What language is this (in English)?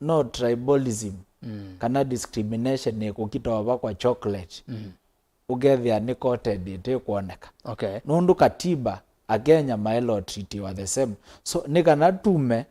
Kamba